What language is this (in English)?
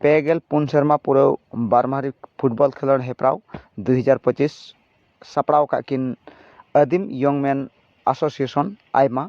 Santali